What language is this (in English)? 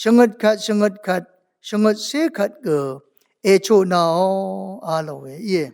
Rawang